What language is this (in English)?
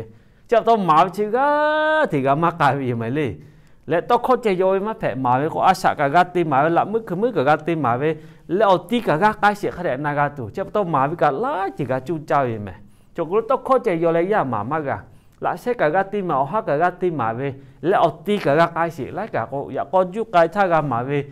Lahu